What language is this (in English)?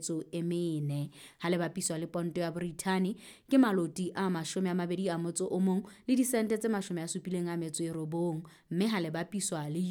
Southern Sotho